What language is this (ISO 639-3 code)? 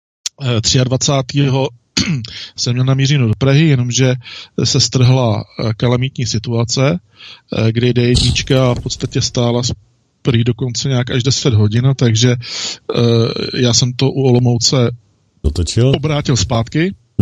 ces